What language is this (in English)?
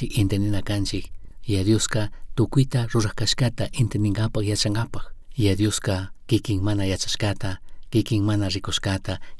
Chimborazo Highland Quichua